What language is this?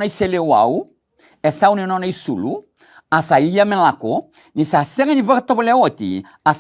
Fijian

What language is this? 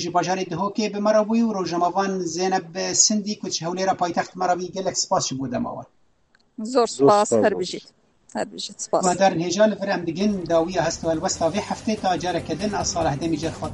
Kurdish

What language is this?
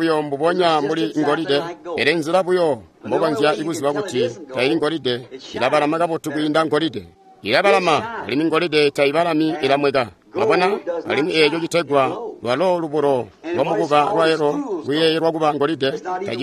Tonga (Zambia)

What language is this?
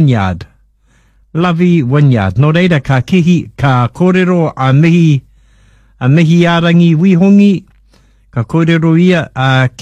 Māori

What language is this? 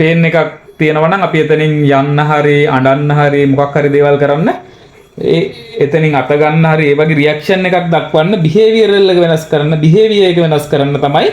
Sinhala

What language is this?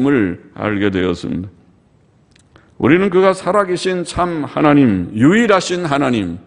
Korean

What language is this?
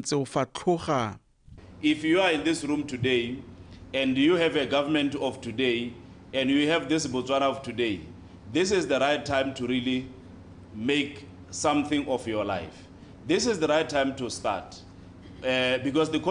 Tswana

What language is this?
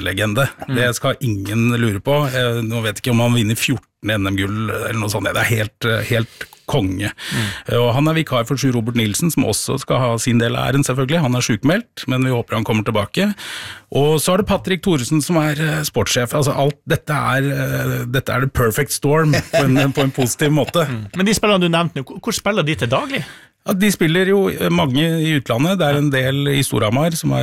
Norwegian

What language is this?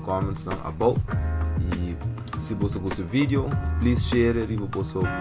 Papiamento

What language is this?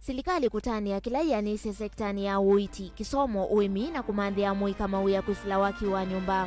Kamba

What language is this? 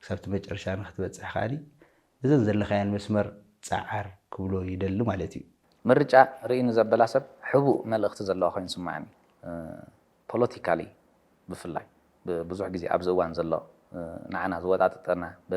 Tigrinya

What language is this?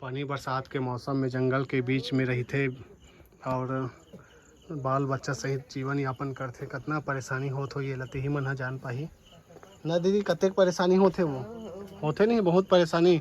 Chhattisgarhi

